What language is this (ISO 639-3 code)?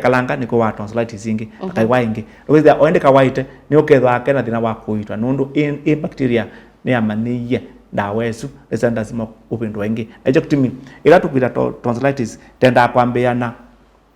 kam